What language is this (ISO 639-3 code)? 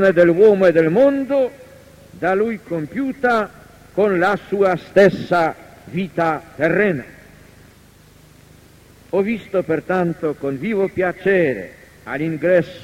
ita